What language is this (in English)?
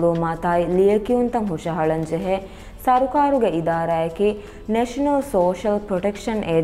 Divehi